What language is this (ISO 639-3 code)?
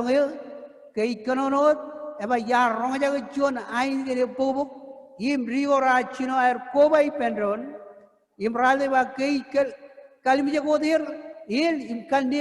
mah